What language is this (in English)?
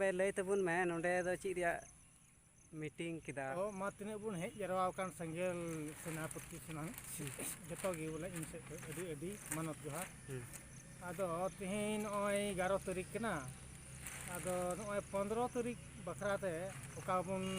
Santali